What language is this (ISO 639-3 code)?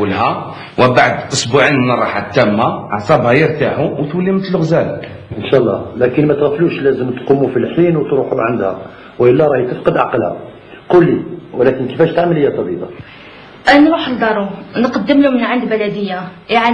arq